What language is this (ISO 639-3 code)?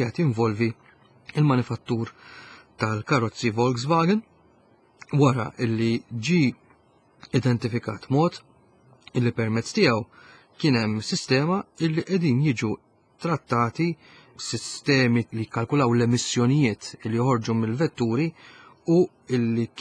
mlt